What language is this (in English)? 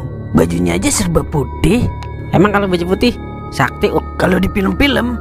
Betawi